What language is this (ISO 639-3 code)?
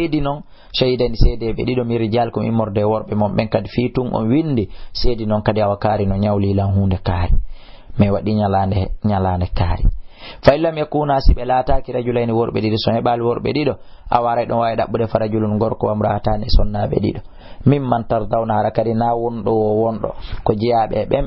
ful